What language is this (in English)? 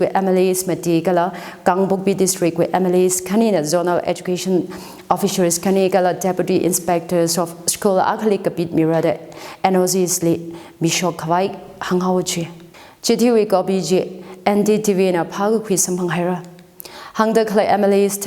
Tangkhul Naga (India)